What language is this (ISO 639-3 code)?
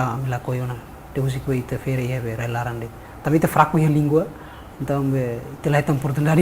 tet